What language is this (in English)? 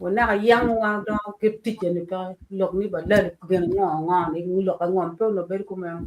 Acoli